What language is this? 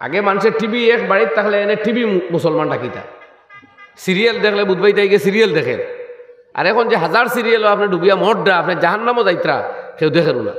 Sylheti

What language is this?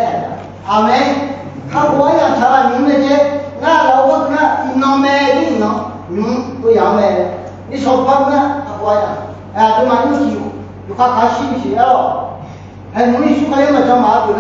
Akha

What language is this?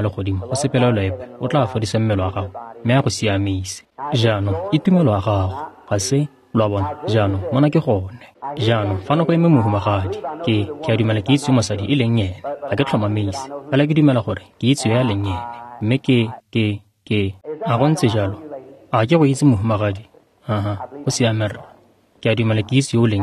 Tswana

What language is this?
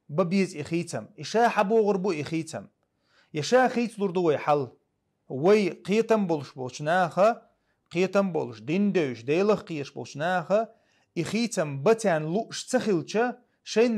Chechen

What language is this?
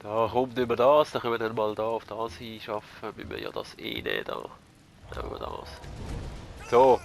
Swiss German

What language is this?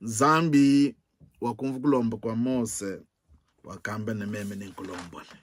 Luba-Lulua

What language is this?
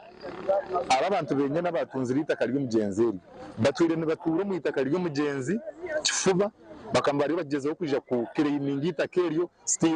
Nyankole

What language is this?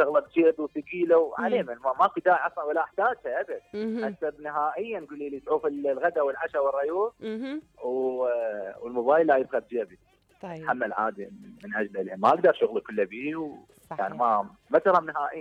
Mesopotamian Arabic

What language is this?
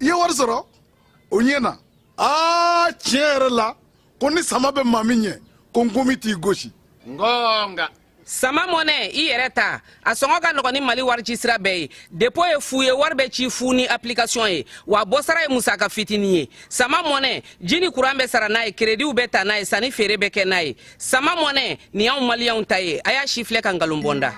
Bambara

